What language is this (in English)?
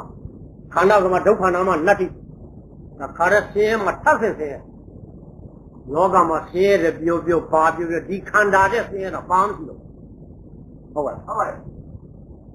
Burmese